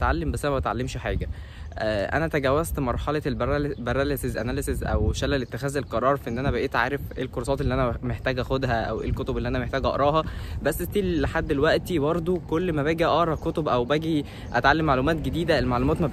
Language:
Egyptian Arabic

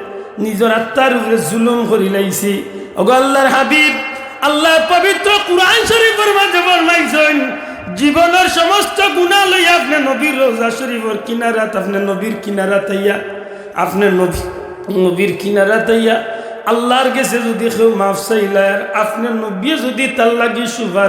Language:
Sylheti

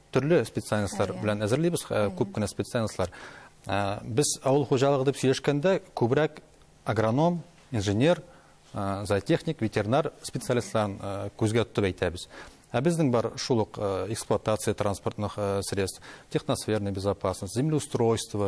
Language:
Tatar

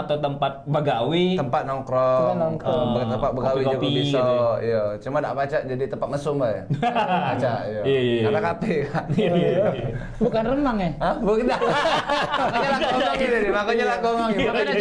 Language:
Musi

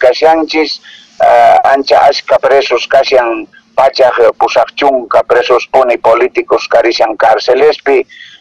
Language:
Quechua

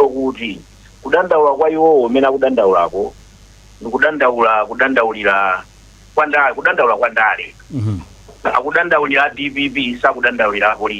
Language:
Nyanja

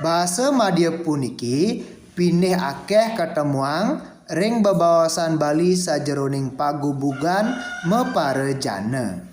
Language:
Balinese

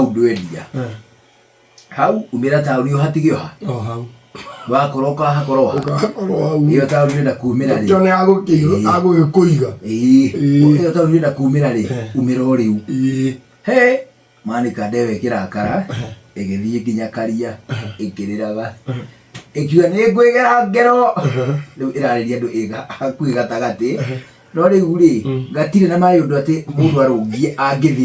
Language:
Kikuyu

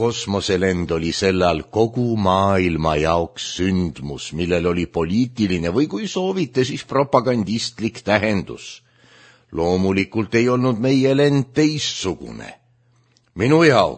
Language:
Estonian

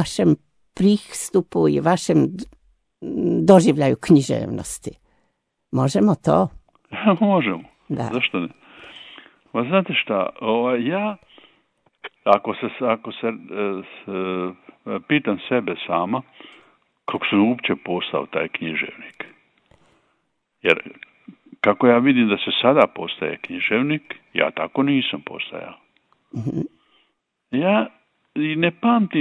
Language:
Croatian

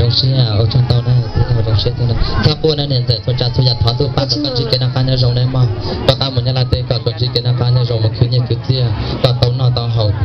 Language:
Hmong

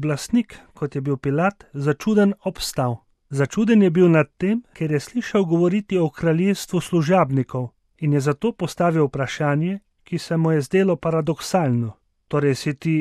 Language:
Slovenian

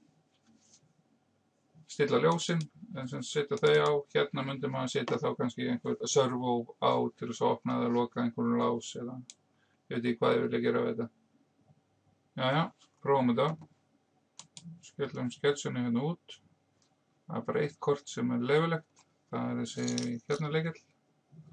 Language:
Icelandic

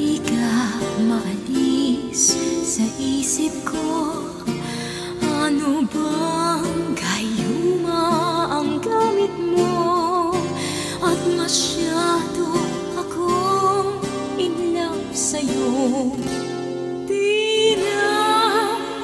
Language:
Filipino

